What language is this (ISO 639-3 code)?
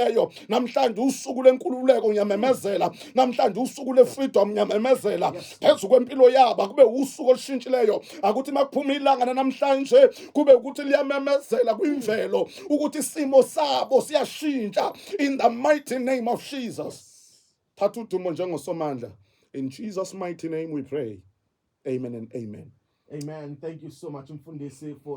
zul